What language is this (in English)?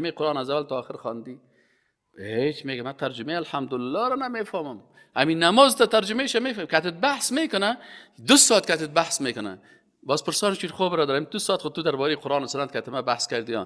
Persian